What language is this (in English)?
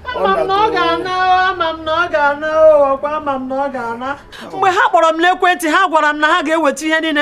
Igbo